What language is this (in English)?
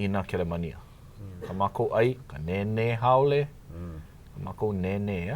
Hawaiian